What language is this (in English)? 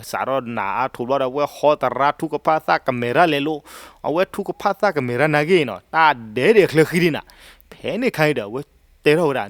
S'gaw Karen